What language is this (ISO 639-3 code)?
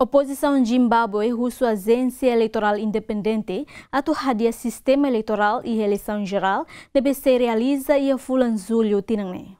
tet